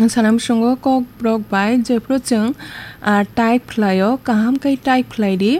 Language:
Kok Borok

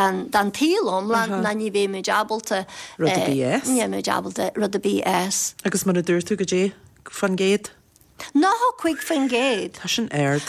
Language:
Irish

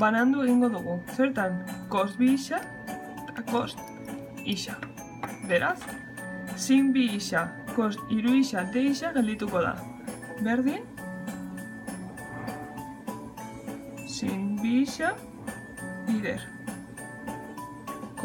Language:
Basque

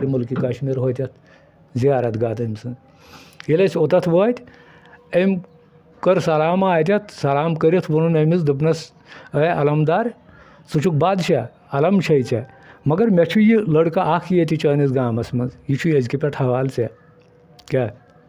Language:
Kashmiri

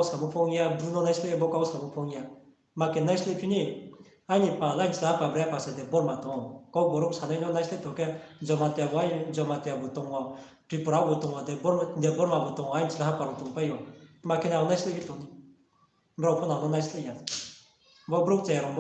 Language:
Riang (India)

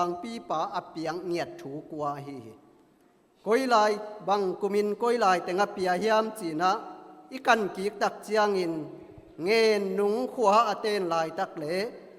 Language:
Tedim Chin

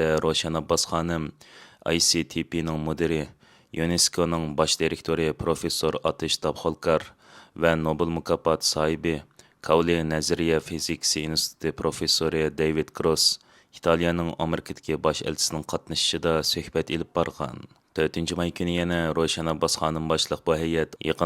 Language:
Uyghur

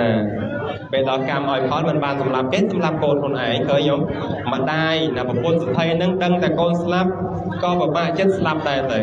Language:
Khmer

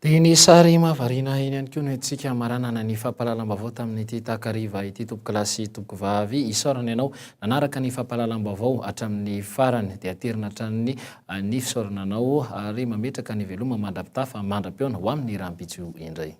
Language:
Malagasy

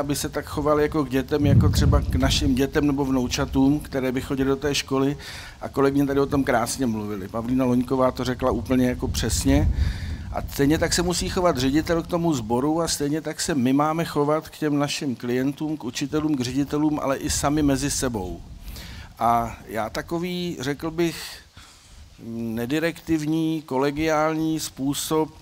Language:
Czech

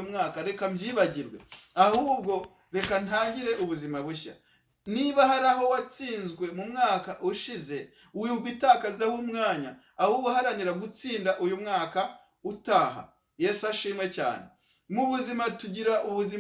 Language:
Kinyarwanda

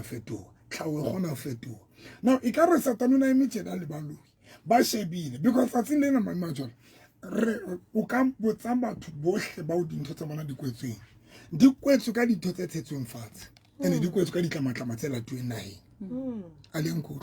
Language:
Southern Sotho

